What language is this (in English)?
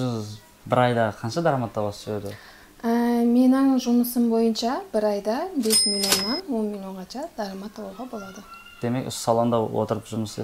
Kyrgyz